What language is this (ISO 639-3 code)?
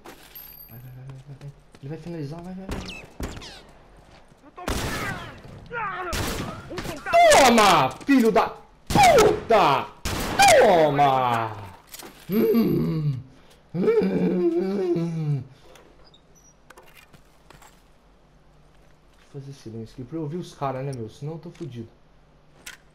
por